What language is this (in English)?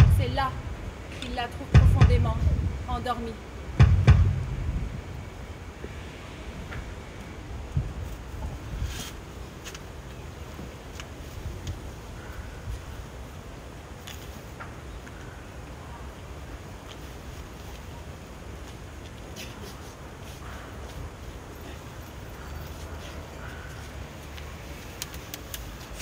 French